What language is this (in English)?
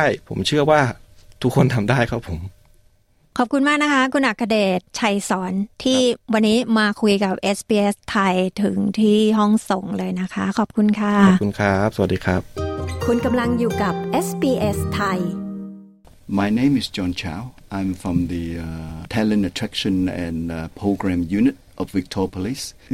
Thai